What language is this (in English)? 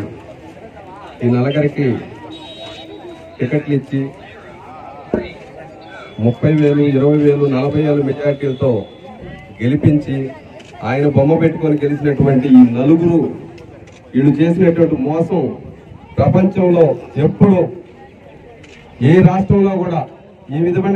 Telugu